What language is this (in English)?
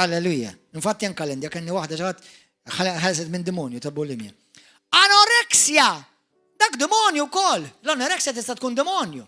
Maltese